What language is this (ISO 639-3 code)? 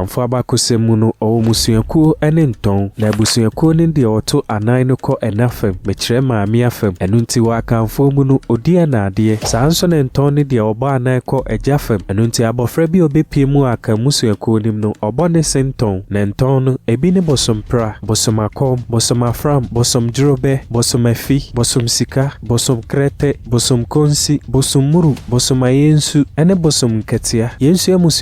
aka